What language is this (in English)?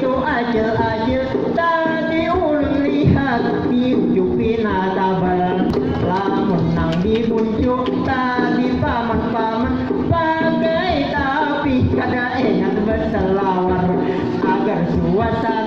Banjar